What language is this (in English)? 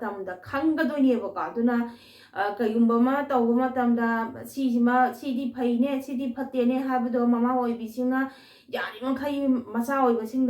Manipuri